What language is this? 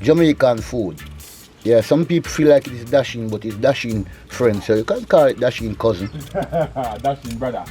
Jamaican Creole English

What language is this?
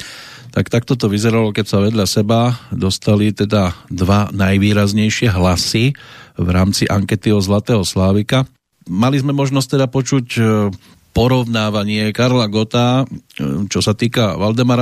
Slovak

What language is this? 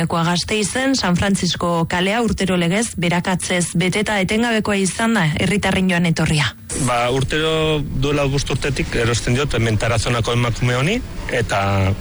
Basque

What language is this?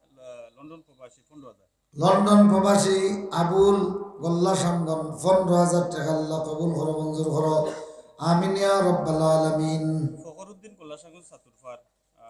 Sylheti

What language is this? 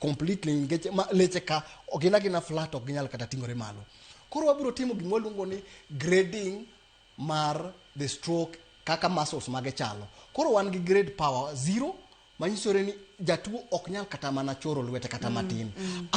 Luo (Kenya and Tanzania)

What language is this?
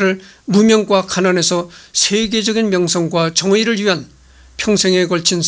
Korean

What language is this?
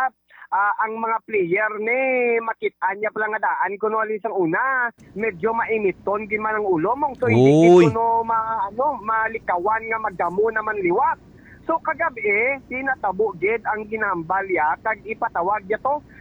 Hiligaynon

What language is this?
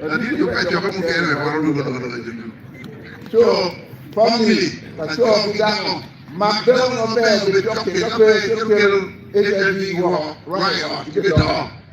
Acoli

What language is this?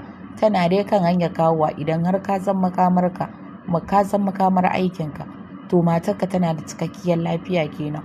Hausa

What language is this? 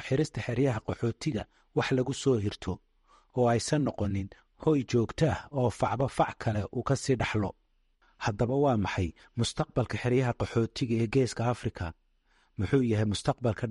Somali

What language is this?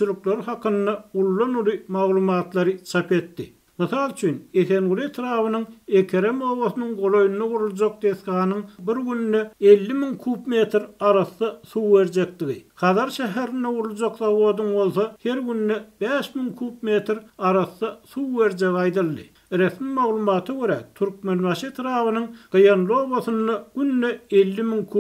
Turkmen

